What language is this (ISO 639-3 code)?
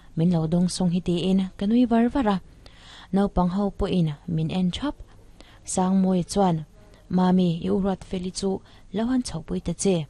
lus